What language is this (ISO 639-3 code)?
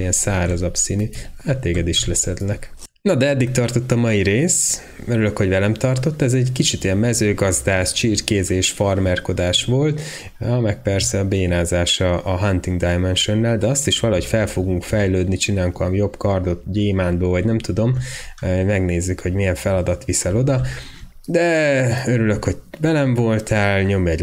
hun